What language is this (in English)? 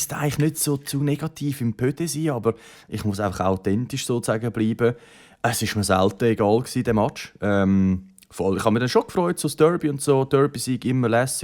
Swiss German